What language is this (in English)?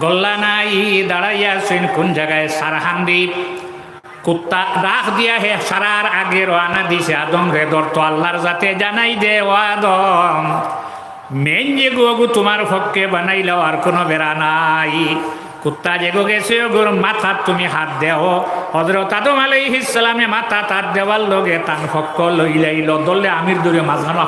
Sylheti